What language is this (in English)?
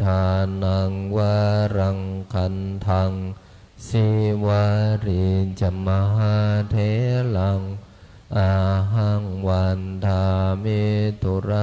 Pali